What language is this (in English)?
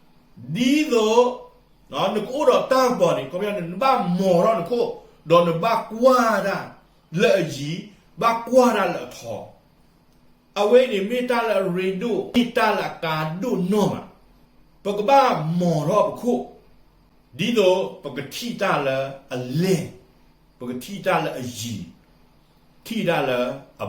S'gaw Karen